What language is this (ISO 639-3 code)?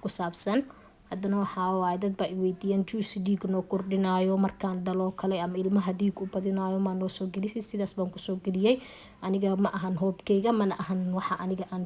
som